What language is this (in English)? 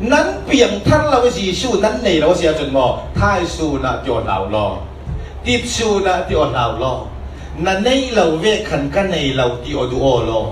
Falam Chin